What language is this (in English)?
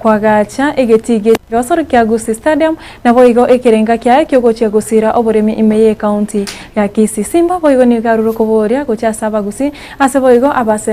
Gusii